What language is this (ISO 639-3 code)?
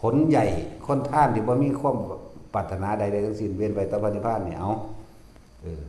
tts